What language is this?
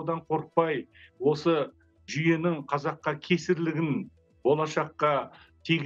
Kazakh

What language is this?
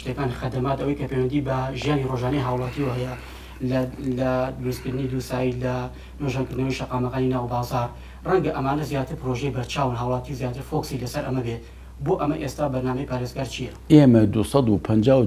Central Kurdish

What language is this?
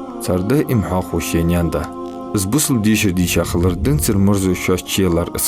Ingush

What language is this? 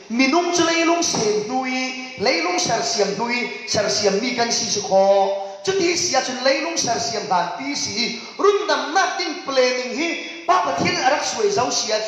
Falam Chin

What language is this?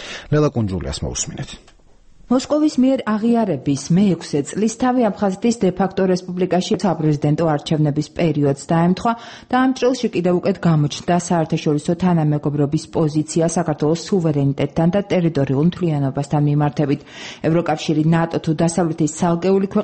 Georgian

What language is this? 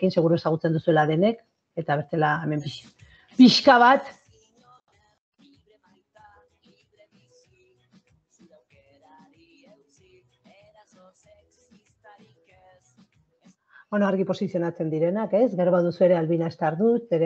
Basque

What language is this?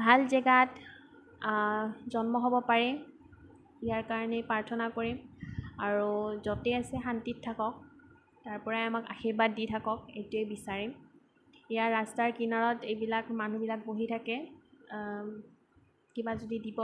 Assamese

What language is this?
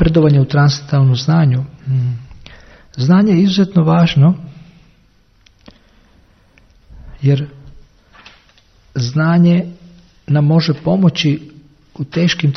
Croatian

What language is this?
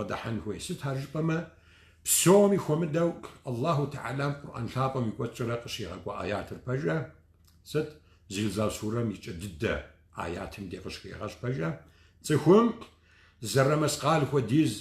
Kabardian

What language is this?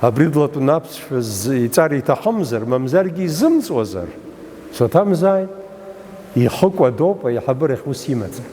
Abkhazian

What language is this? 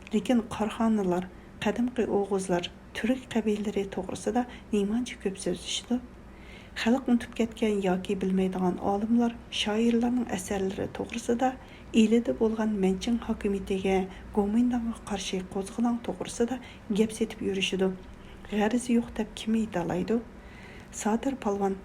Uyghur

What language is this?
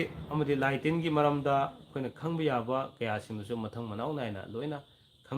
Manipuri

